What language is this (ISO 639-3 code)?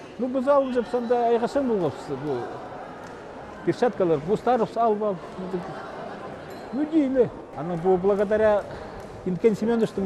kjh